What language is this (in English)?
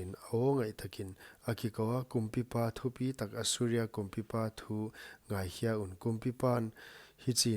Paite Chin